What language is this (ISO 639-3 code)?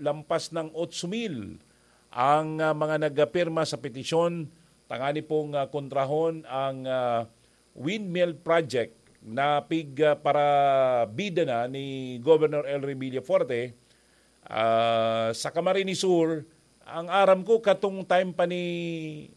bik